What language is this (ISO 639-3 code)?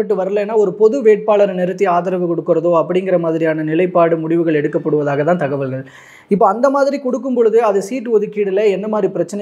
tam